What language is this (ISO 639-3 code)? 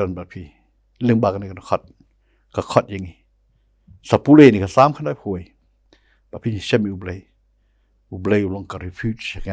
kha